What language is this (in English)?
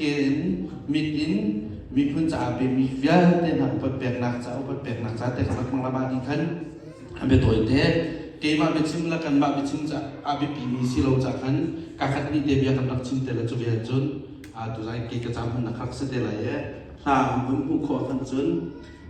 Hakha Chin